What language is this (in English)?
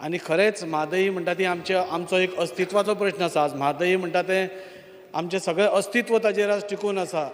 Konkani